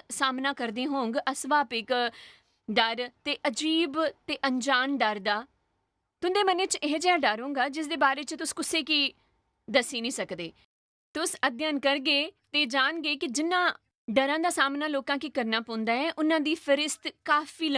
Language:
Dogri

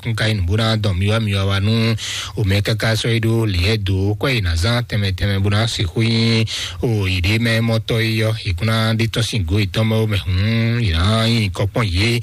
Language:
Fon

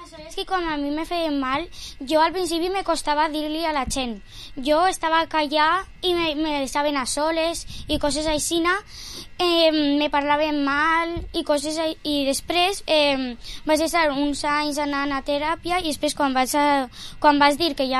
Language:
Catalan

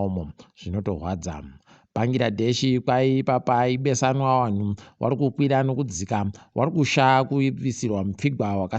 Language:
Ndau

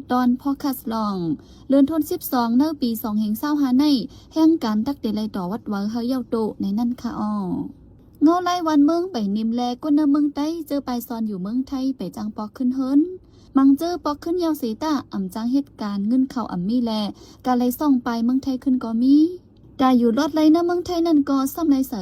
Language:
Shan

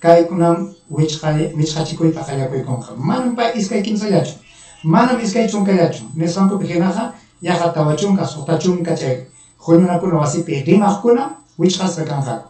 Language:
Ayacucho Quechua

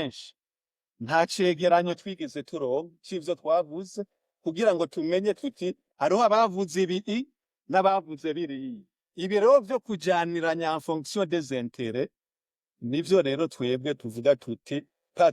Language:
Rundi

